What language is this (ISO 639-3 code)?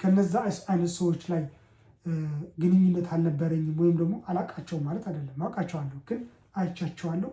amh